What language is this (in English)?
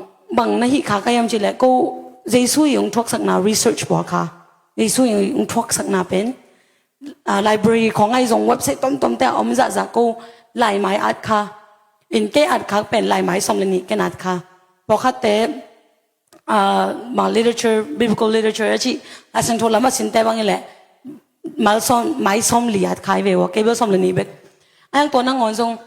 Tedim Chin